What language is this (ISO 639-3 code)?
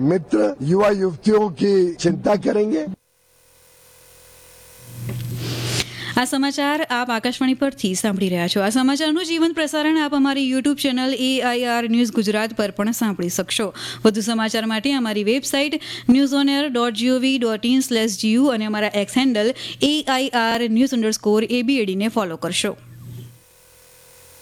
guj